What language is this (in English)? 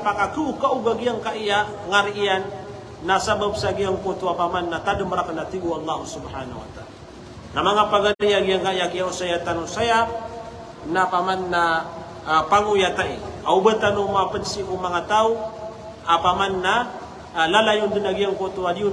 Maranao